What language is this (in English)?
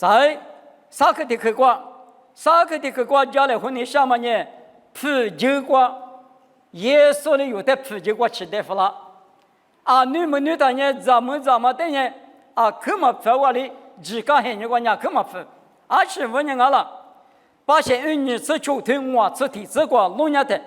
Lisu